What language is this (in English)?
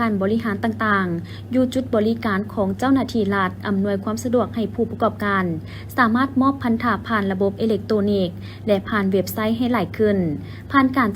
Lao